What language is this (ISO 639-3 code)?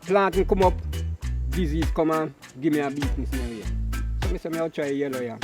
jam